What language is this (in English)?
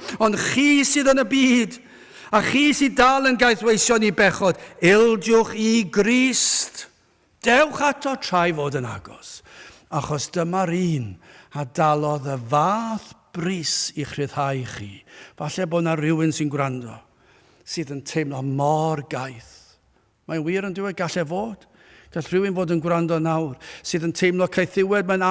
Welsh